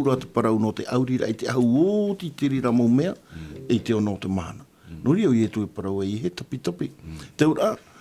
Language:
Tahitian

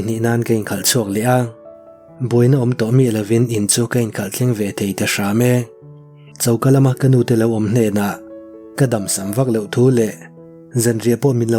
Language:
Mizo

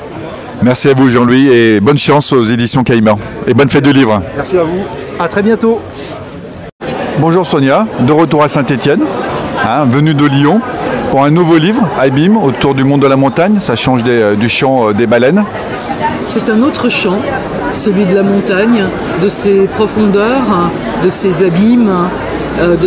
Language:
French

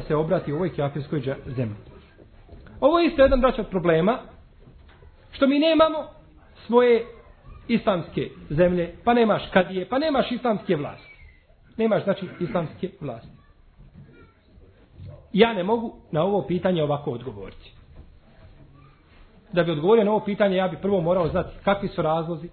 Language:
Bosnian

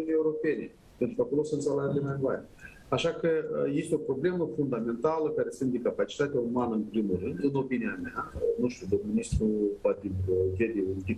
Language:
Romanian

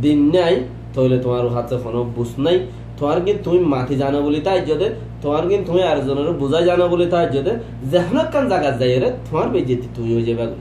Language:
Rohingya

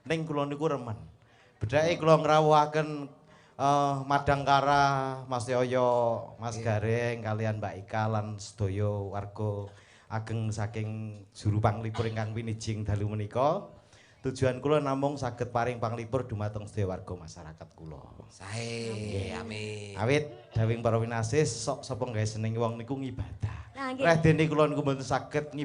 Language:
Javanese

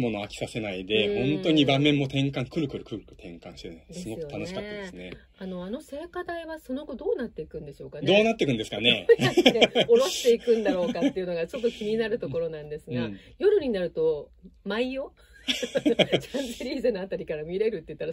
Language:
Japanese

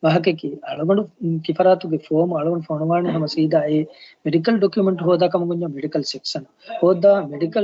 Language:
Divehi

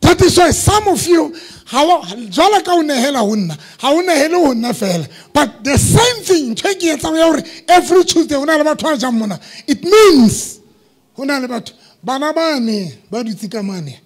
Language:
Southern Sotho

